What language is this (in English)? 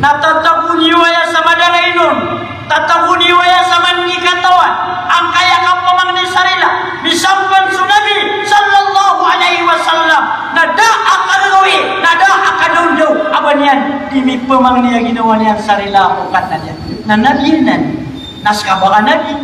Maranao